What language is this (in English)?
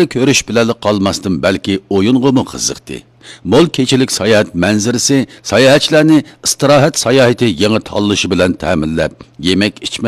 Uyghur